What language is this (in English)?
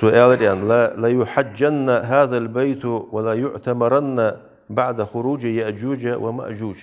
Ingush